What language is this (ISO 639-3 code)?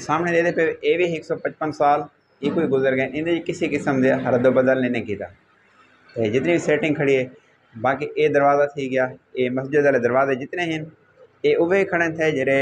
skr